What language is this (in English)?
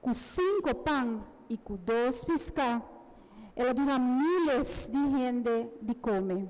Papiamento